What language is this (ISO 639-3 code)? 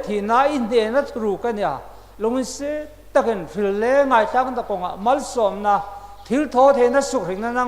hmr